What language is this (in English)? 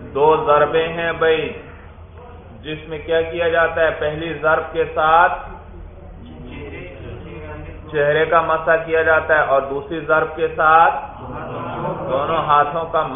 Urdu